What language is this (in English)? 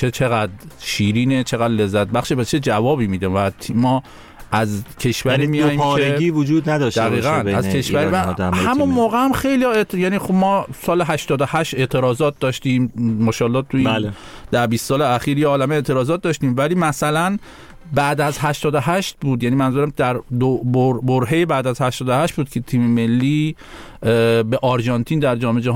Persian